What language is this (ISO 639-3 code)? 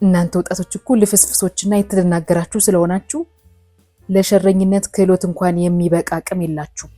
amh